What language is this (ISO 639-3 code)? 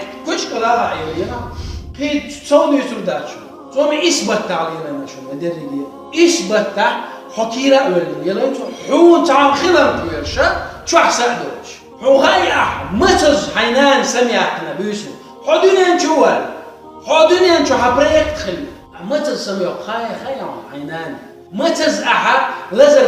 che